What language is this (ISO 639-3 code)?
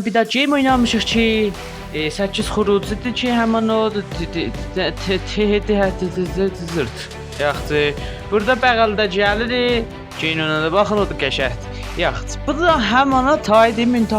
azb